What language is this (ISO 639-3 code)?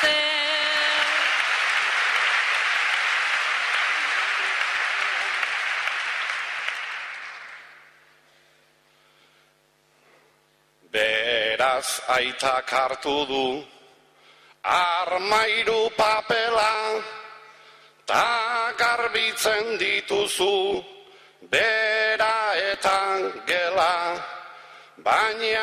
eus